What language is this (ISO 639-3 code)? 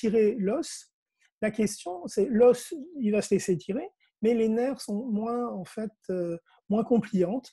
fra